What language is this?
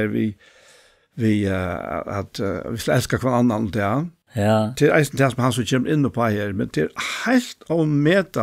Faroese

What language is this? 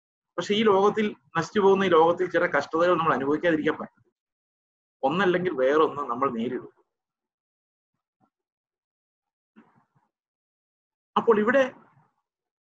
Malayalam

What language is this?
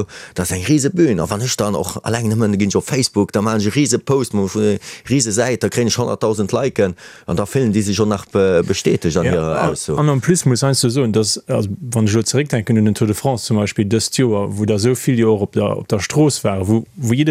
Luxembourgish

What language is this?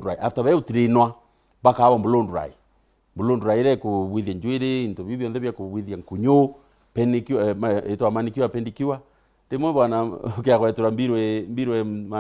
Meru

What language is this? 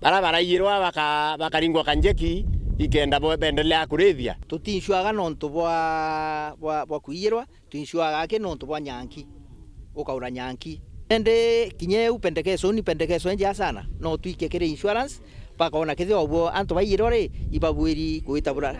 Meru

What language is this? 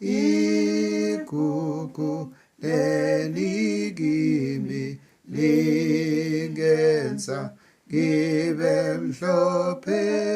Zulu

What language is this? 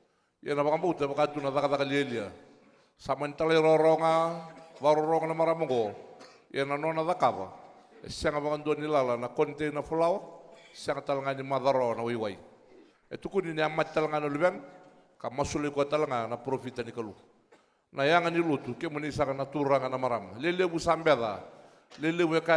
Fijian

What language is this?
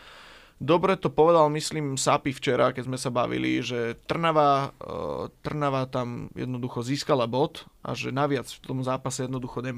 Slovak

